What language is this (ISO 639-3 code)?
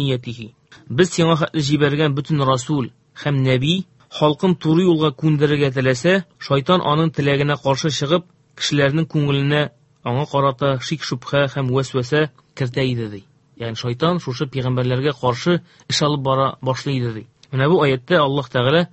tat